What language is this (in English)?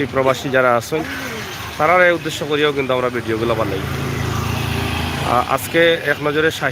Sylheti